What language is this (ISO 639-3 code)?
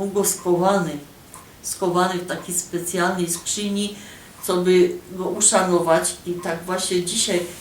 szl